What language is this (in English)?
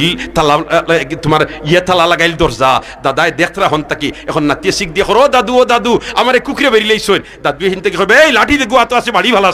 Sylheti